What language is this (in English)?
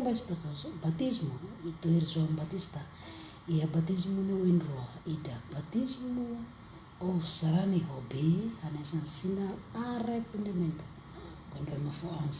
Tetum